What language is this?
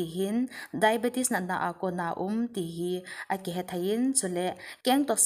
Thado Chin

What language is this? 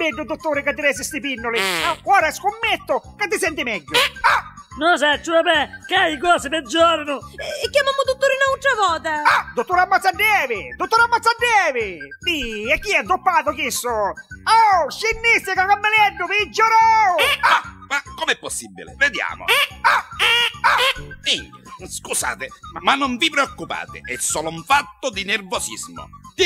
Neapolitan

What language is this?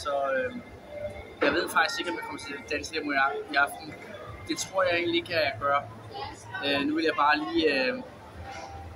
Danish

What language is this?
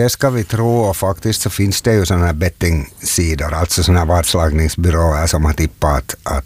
Swedish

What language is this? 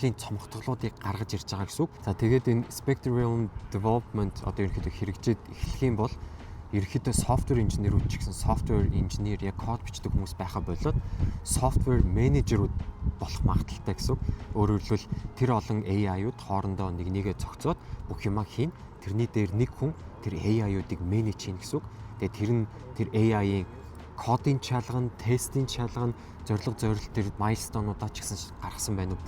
Mongolian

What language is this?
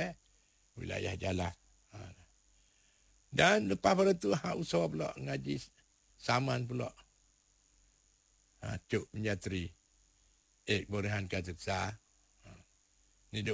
Malay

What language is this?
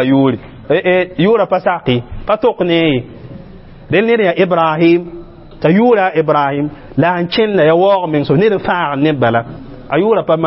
Mossi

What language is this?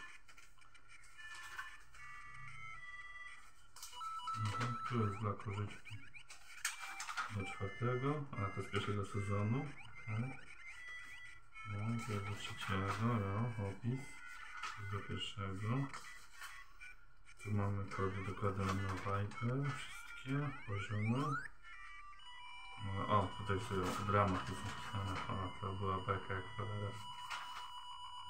Polish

